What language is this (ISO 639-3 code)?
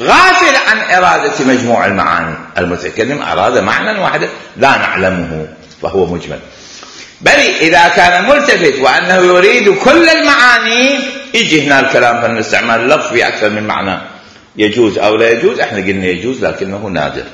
acm